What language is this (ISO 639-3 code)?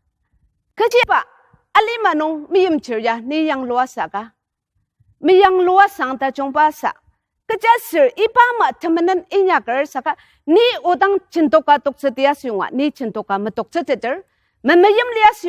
njo